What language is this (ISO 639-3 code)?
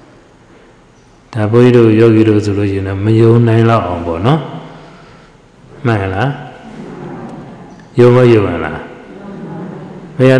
mya